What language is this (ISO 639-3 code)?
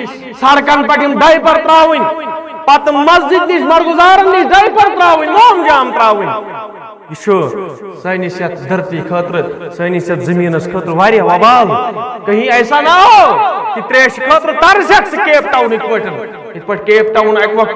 kas